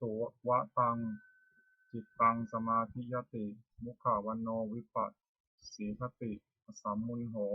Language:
Pali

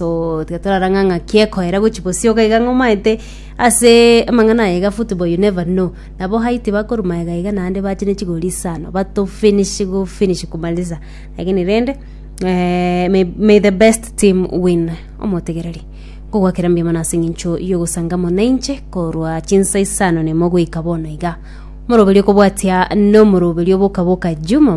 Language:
Gusii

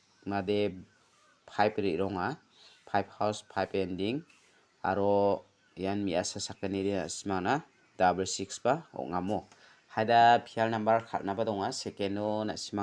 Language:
Garo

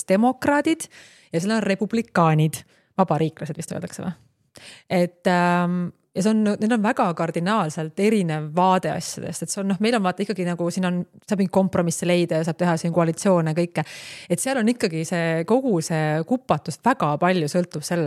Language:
Estonian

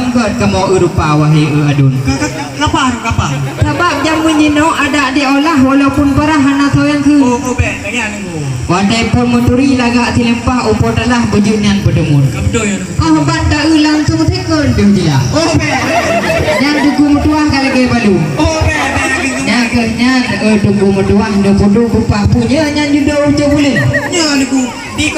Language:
Achinese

